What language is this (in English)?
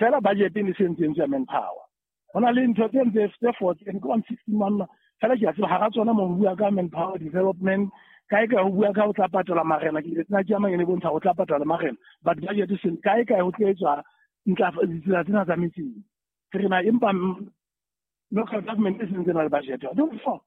Southern Sotho